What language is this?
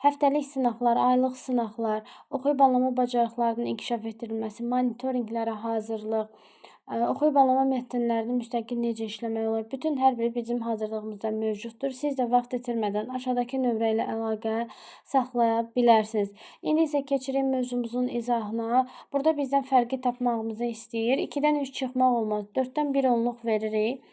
Azerbaijani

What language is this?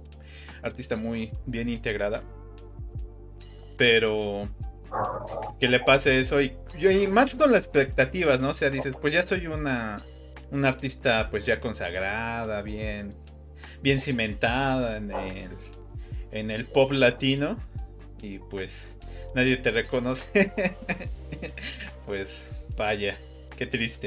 Spanish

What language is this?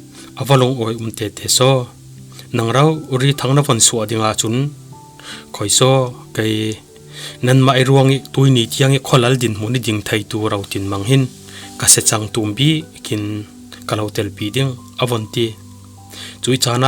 Falam Chin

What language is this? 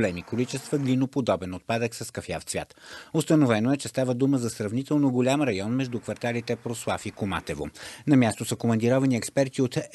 Bulgarian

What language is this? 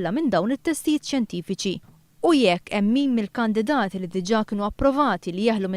Maltese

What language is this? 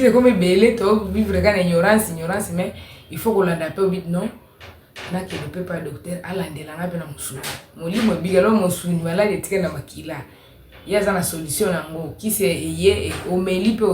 Lingala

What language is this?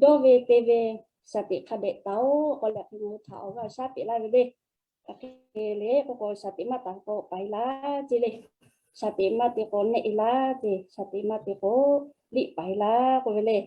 Lahu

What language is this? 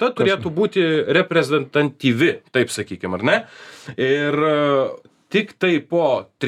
Lithuanian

